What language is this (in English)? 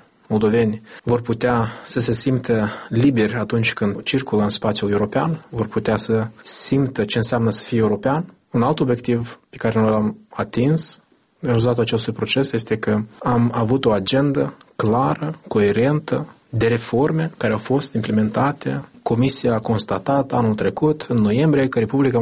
Romanian